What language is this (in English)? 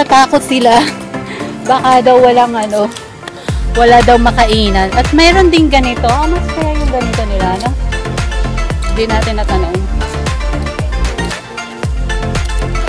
Filipino